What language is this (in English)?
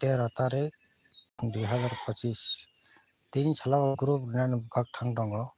Kok Borok